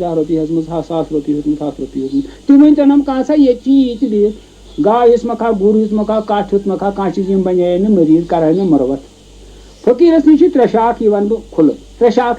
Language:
Kashmiri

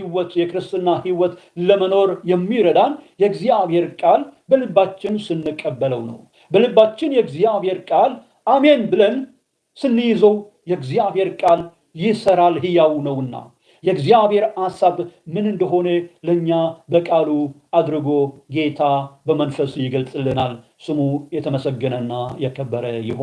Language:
Amharic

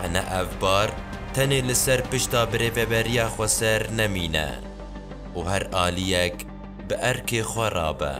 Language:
Kurdish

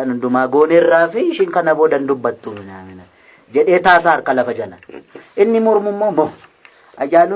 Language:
Oromo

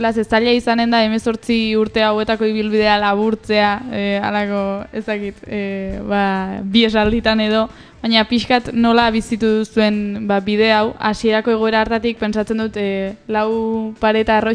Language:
Basque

